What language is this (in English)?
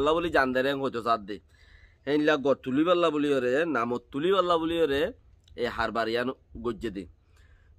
Rohingya